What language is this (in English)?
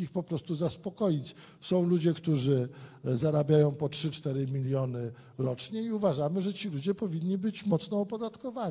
Polish